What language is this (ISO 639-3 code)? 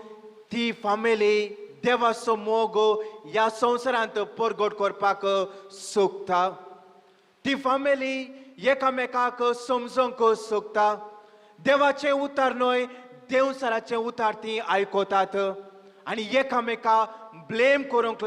kok